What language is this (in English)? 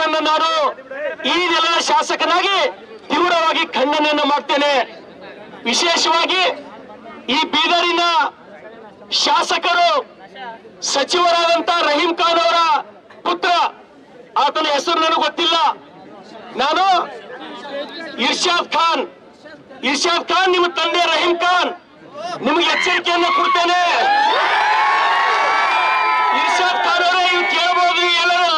Kannada